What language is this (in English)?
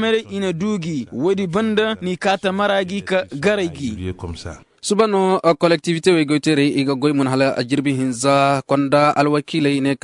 Koyraboro Senni